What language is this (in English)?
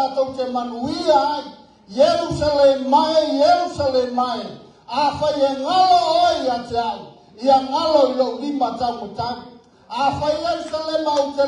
Samoan